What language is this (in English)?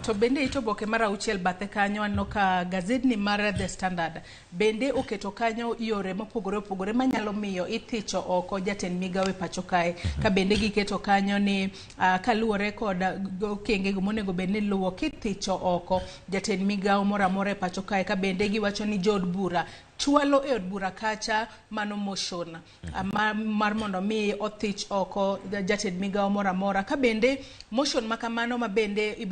Luo (Kenya and Tanzania)